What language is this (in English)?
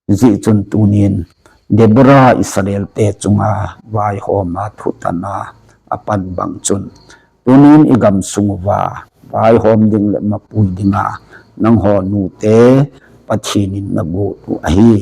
Thado Chin